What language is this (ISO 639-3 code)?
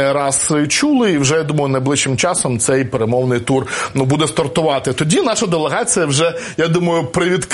ukr